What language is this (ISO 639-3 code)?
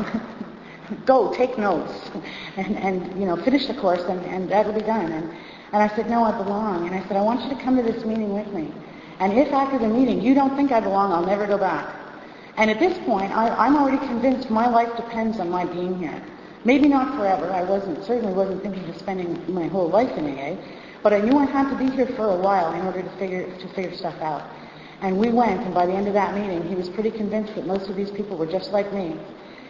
eng